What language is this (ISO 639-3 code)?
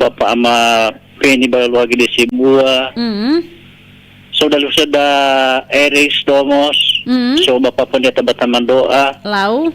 nia